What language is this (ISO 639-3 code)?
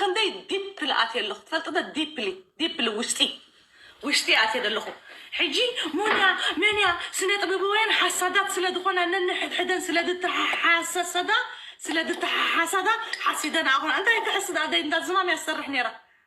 tir